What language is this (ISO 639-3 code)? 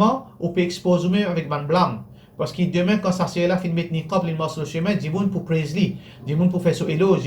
mfe